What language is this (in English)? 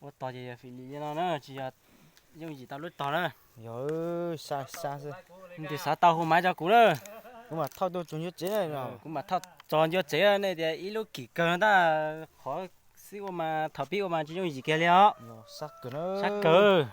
Hmong